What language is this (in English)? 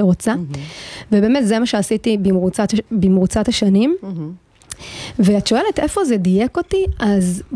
Hebrew